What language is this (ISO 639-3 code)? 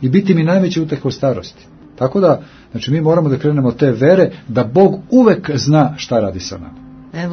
srp